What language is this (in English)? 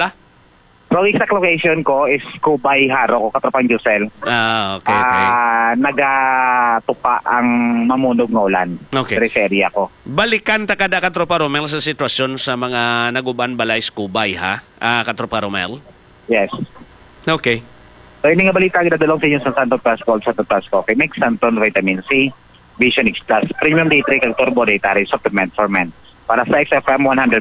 Hiligaynon